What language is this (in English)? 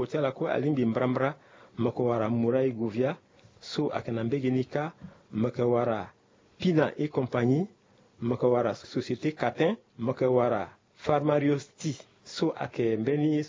Sango